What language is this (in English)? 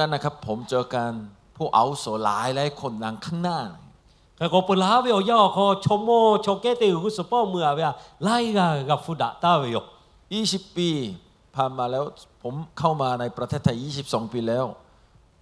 Lahu